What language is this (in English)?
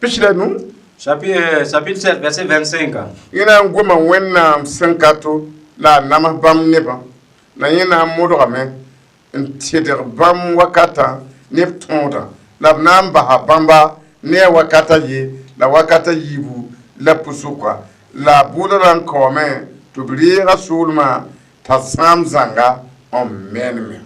Mossi